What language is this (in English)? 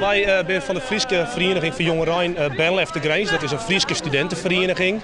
Western Frisian